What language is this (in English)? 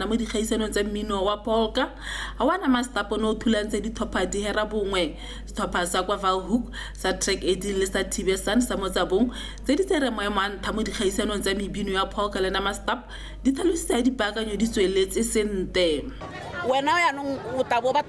Tswana